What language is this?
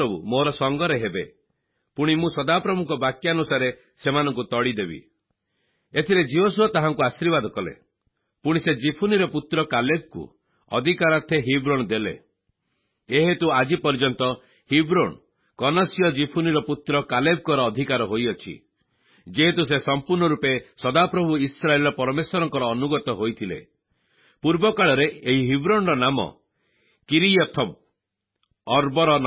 Odia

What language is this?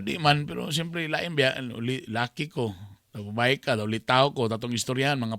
Cebuano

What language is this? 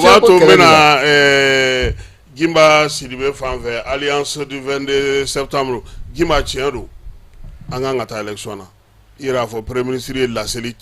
Bambara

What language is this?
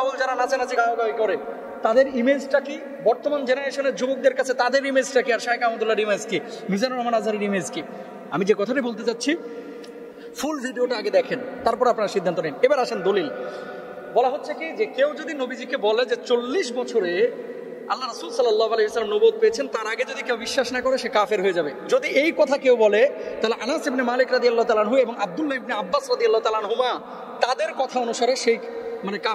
Bangla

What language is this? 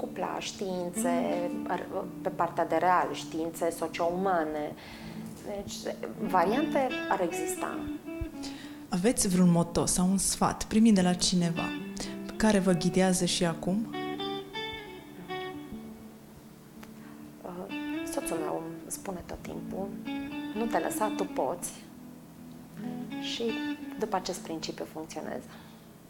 Romanian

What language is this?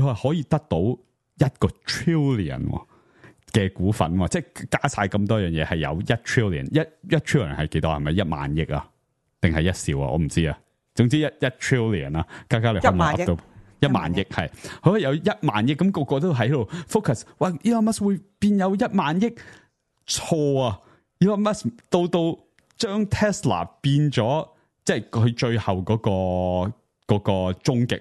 Cantonese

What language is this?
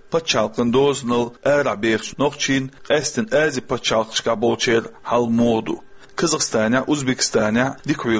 Chechen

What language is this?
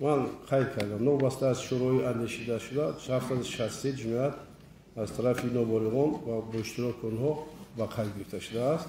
Tajik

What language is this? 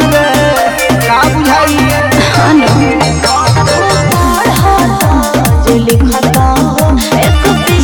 Bhojpuri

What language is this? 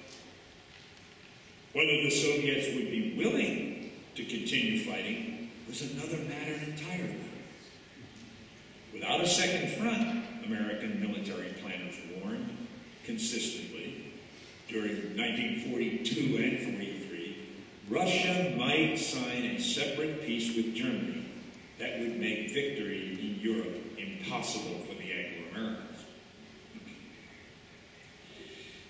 English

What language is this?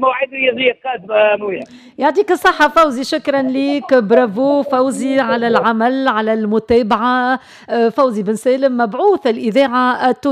Tunisian Arabic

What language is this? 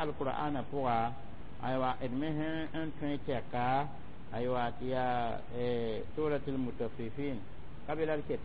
Mossi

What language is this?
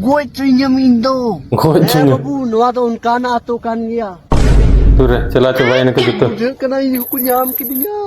Santali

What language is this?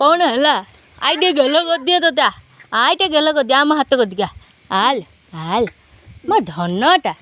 Odia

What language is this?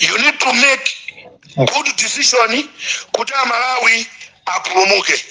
Nyanja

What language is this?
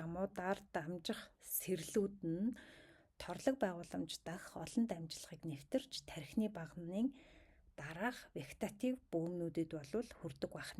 Mongolian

